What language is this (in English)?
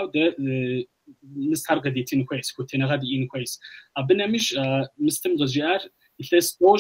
Kabardian